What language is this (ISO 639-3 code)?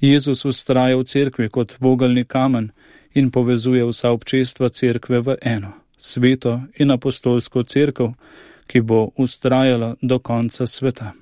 slv